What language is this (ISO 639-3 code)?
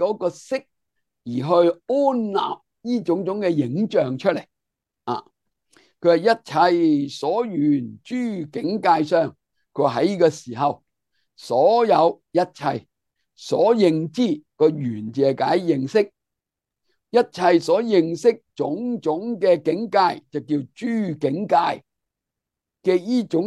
yue